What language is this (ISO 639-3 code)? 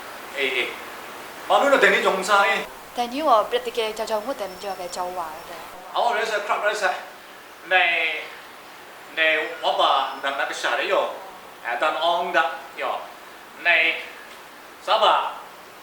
kac